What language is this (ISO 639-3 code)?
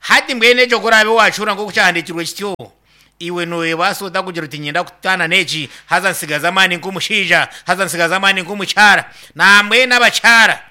nyn